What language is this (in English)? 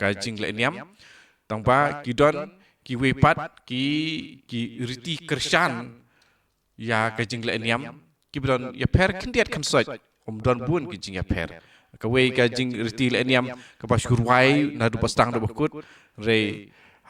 Khasi